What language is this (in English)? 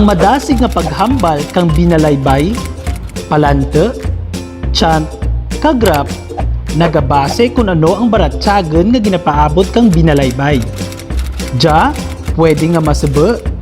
Kinaray-a